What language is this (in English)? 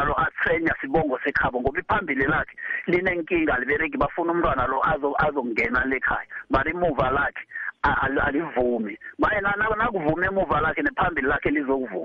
South Ndebele